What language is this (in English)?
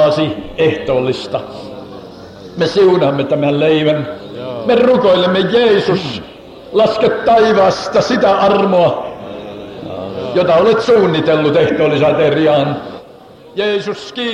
Finnish